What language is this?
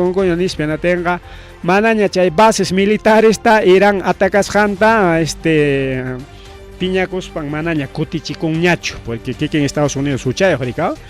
Ayacucho Quechua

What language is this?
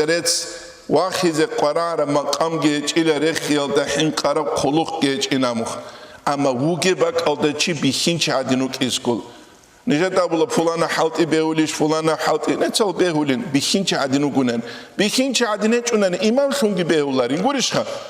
Avaric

